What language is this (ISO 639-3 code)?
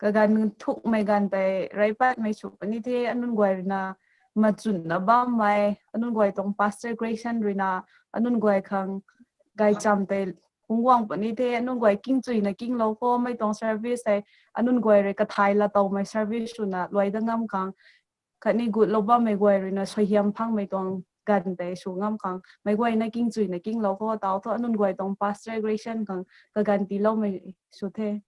nbu